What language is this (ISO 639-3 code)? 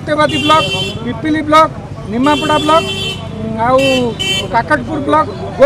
ori